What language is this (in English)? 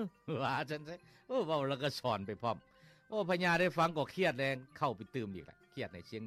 Lao